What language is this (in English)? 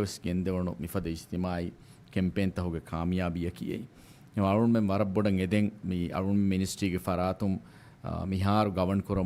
Divehi